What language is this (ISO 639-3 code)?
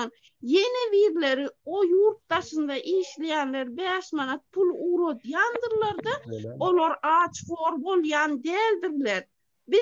tuk